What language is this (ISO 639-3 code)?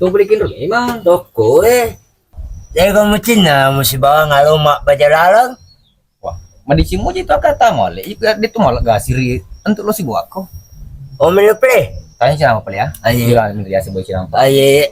bug